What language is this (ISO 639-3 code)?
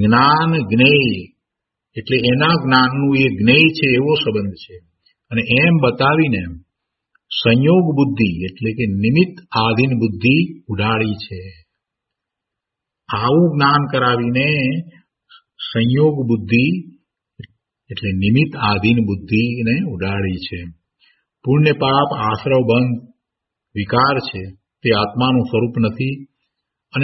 guj